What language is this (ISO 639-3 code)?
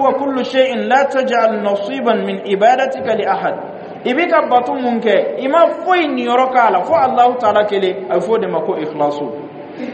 dyu